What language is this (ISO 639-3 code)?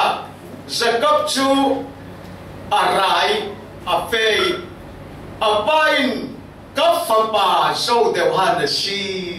cfm